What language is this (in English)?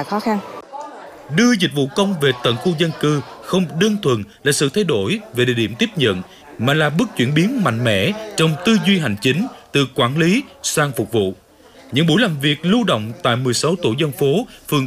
Vietnamese